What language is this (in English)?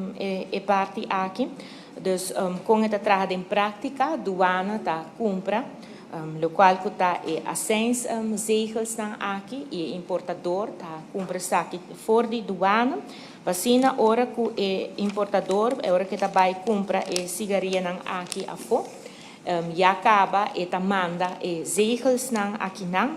Papiamento